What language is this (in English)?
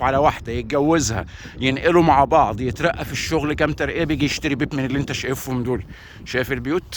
Egyptian Arabic